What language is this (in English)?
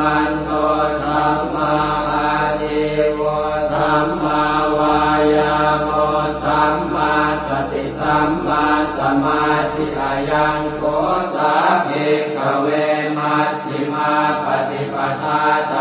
Pali